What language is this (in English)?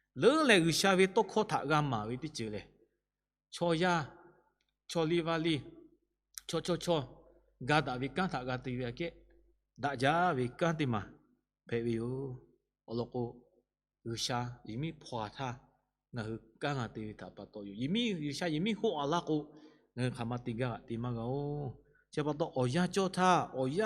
Lahu